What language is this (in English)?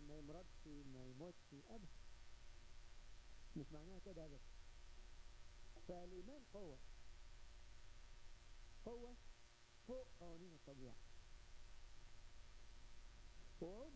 Egyptian Arabic